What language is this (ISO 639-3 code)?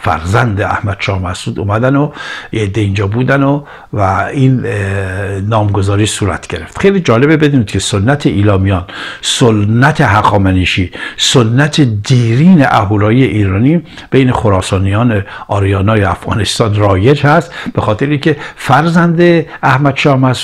fas